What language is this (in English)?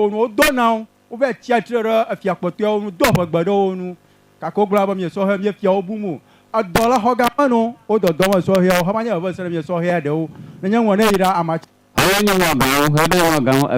Ewe